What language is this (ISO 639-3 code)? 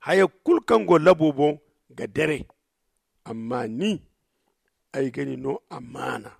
dje